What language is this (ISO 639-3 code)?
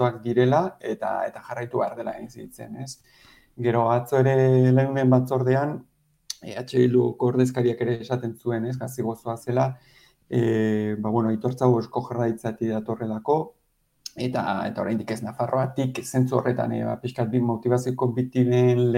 eus